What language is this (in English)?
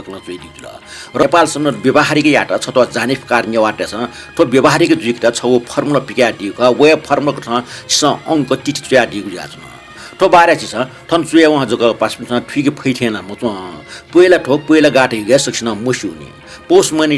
Newari